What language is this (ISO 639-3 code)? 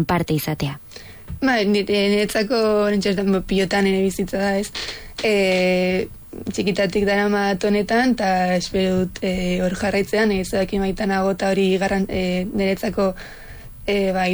eus